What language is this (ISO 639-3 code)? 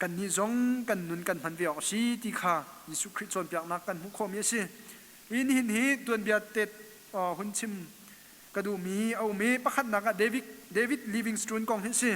cnh